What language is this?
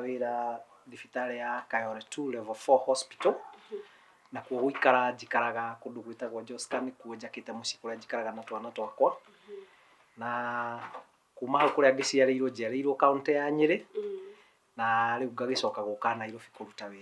Kikuyu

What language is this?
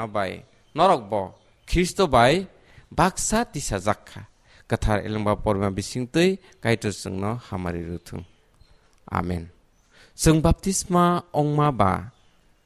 Kok Borok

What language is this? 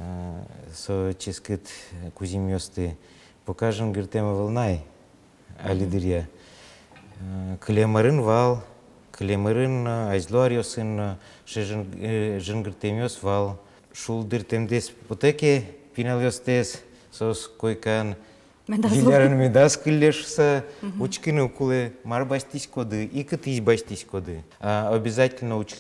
Udmurt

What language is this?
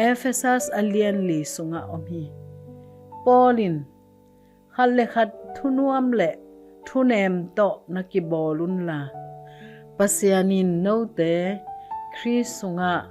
Tedim Chin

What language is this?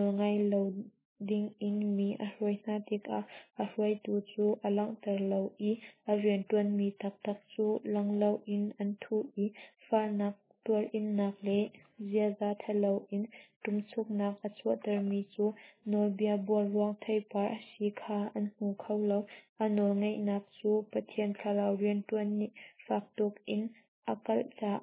Hakha Chin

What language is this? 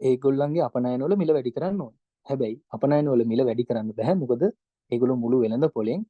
Sinhala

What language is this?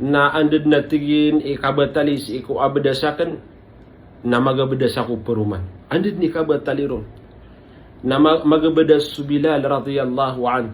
Maranao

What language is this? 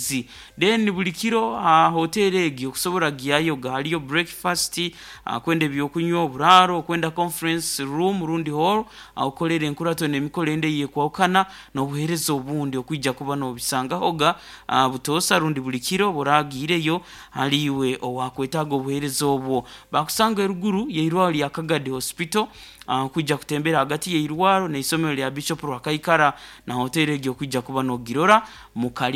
Nyoro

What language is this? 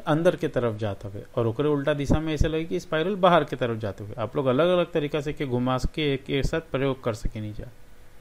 Bhojpuri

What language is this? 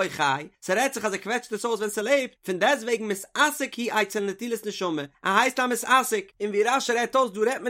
Yiddish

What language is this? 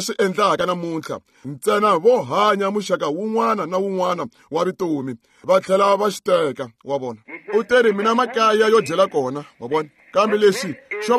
Tsonga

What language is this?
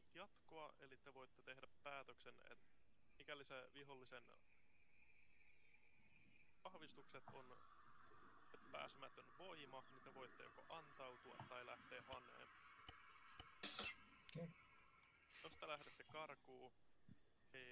Finnish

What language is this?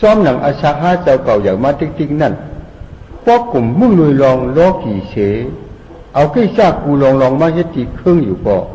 Shan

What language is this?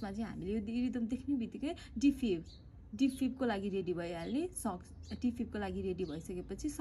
Nepali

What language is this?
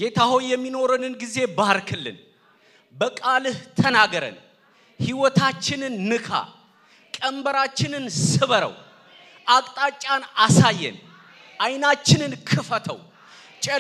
Amharic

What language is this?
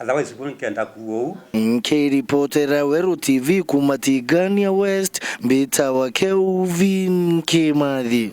Meru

